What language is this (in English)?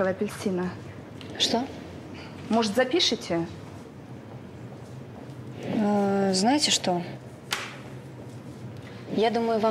Russian